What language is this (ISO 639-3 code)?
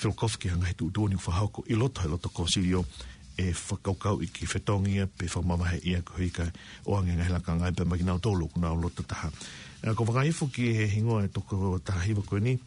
ton